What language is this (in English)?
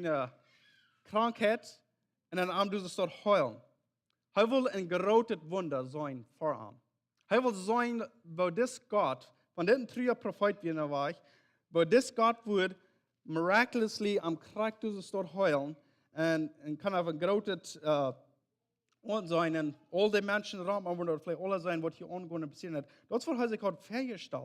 Plautdietsch